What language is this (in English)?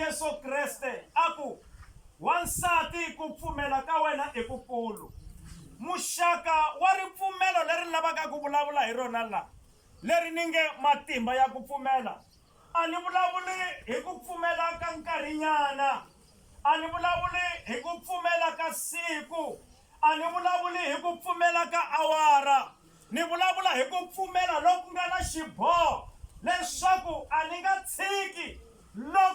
Tsonga